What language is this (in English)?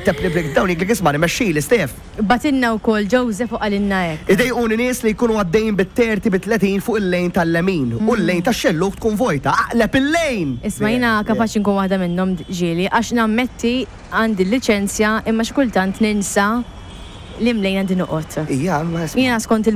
Maltese